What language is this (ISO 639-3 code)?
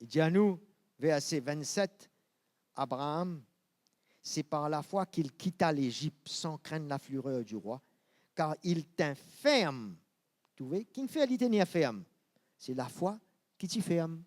mfe